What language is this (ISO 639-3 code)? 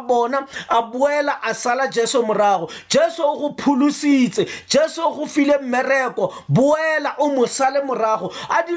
tsn